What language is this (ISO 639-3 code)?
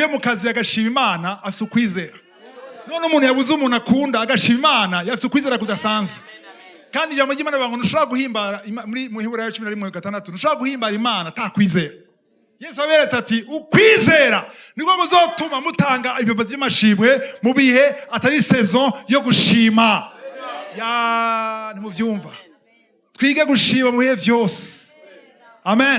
run